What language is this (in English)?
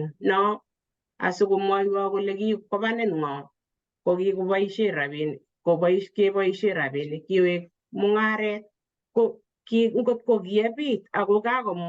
Kalenjin